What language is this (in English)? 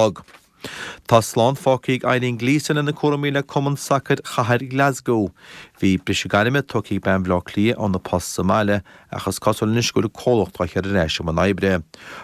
Irish